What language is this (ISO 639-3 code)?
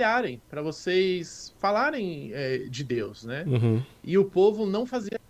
por